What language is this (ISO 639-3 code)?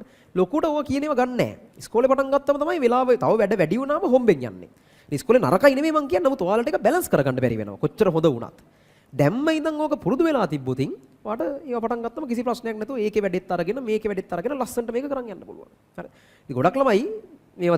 sin